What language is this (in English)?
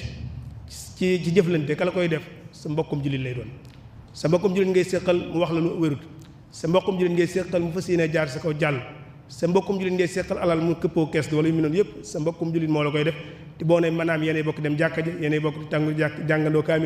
Wolof